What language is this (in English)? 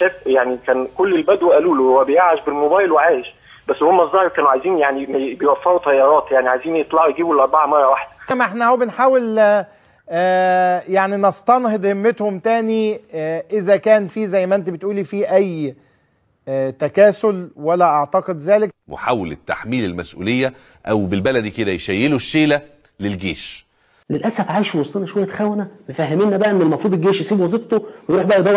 Egyptian Arabic